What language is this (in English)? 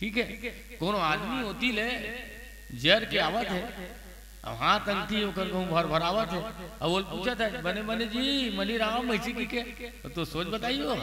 Chhattisgarhi